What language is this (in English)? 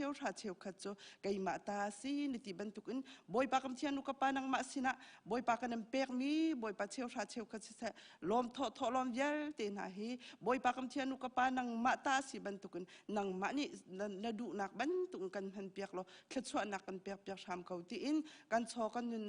Hakha Chin